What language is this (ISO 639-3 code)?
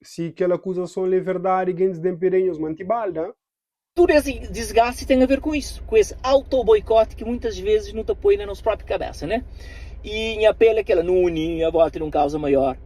kea